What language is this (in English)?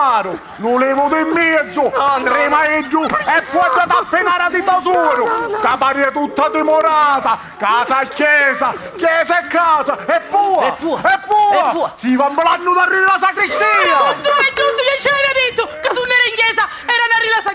Sicilian